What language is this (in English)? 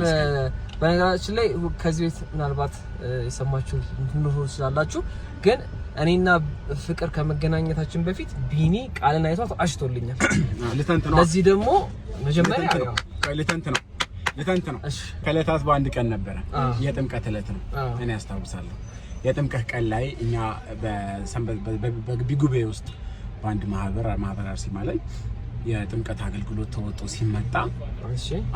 Amharic